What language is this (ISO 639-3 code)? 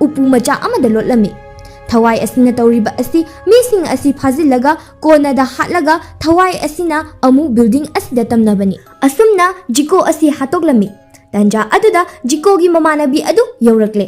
mni